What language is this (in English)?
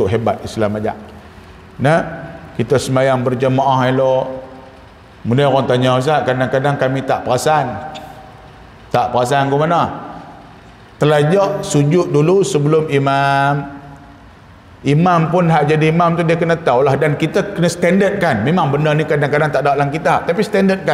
Malay